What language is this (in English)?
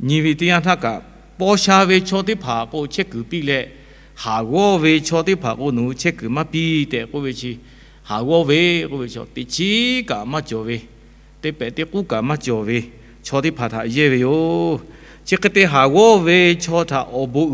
Lahu